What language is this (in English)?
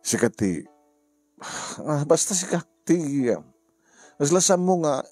Iloko